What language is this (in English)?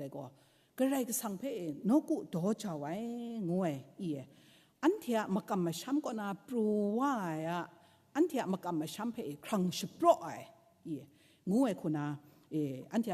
Kachin